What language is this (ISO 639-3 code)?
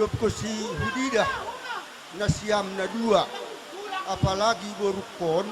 bts